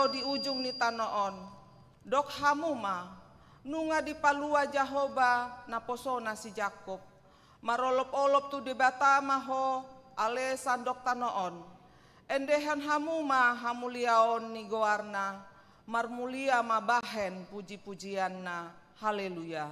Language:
Batak Toba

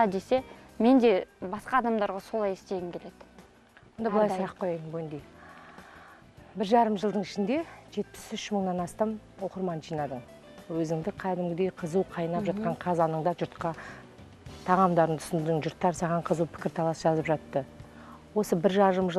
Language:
Kazakh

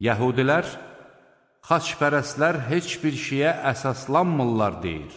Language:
Azerbaijani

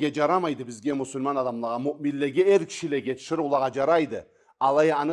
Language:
Karachay-Balkar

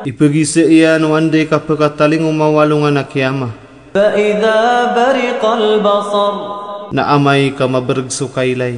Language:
Maranao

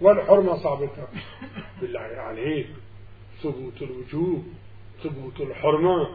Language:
Mesopotamian Arabic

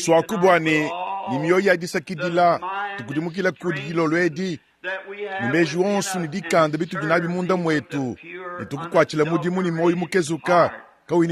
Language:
Luba-Lulua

